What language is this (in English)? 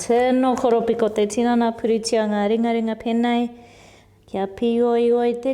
Māori